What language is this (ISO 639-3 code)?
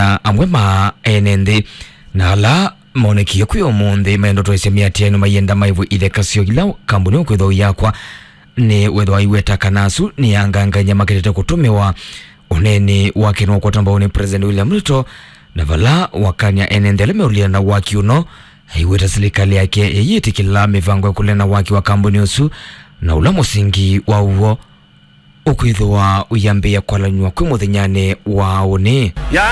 kam